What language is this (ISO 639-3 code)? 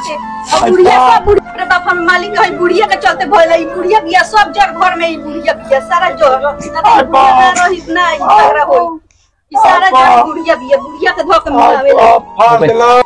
bho